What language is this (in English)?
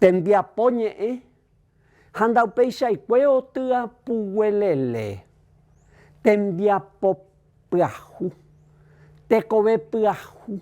Guarani